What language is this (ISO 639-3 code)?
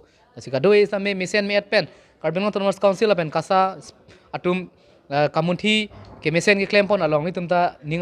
mjw